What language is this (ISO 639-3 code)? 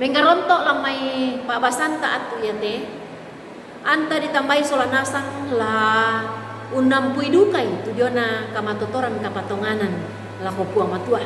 sda